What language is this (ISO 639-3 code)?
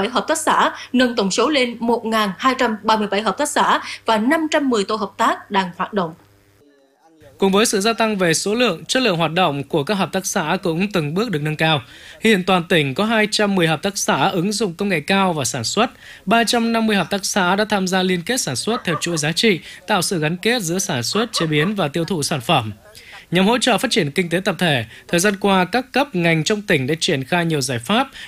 vie